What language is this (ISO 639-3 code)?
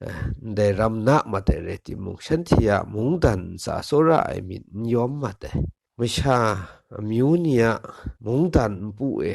kac